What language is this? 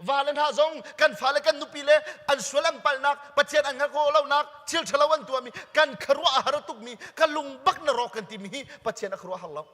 Hakha Chin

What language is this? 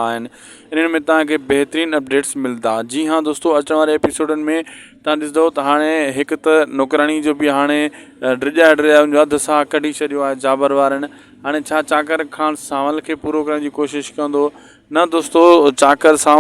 Sindhi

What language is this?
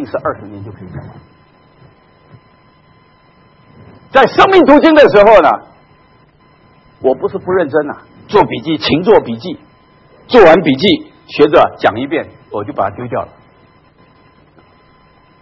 Chinese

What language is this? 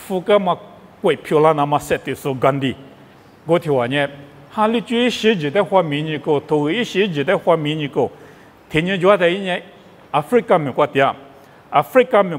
Lisu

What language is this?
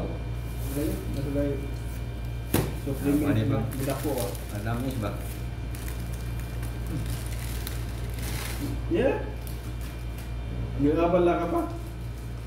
Filipino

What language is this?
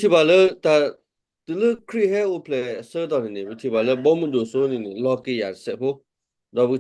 S'gaw Karen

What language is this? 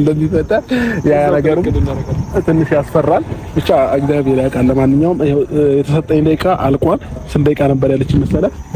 Amharic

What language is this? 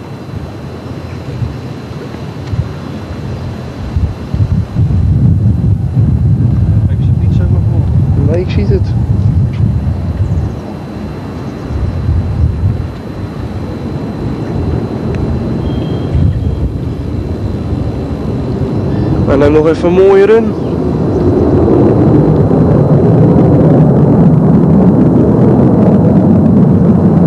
Dutch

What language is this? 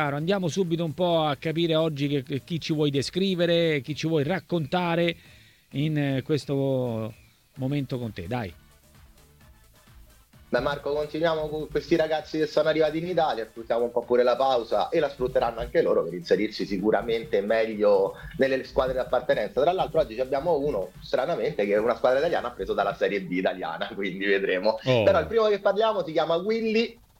Italian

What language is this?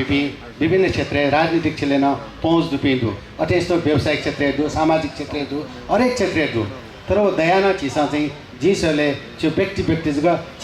Newari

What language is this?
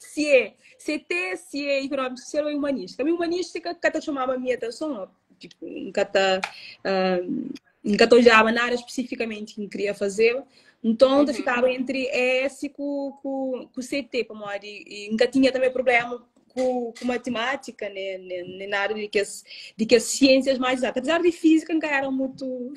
Kabuverdianu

